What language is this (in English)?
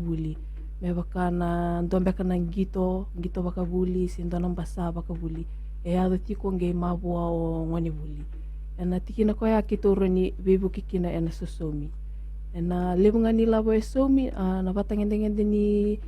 Fijian